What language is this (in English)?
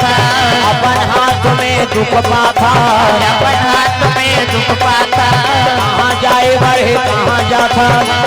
Chhattisgarhi